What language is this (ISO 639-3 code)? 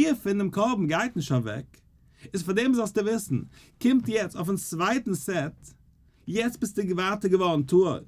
yid